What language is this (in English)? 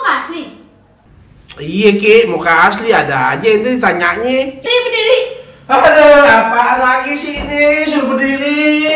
Betawi